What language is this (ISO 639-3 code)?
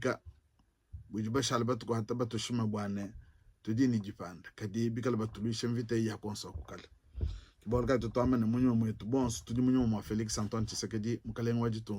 lua